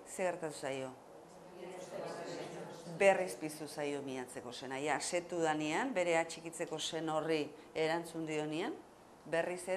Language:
Basque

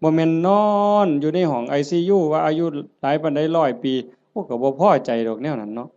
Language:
Northeastern Thai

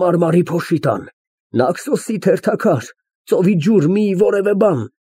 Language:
Armenian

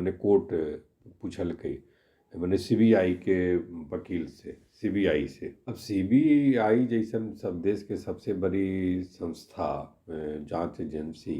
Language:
Magahi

